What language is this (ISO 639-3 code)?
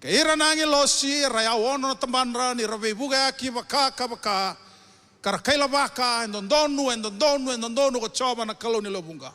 fij